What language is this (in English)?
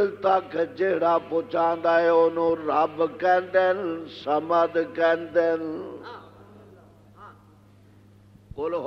Western Panjabi